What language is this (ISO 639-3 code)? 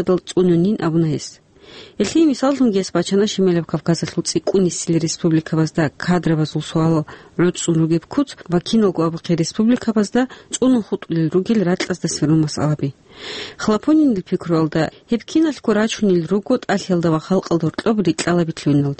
ava